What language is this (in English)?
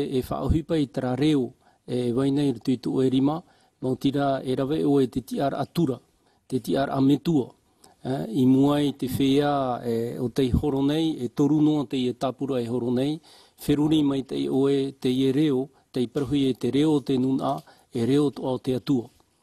Tahitian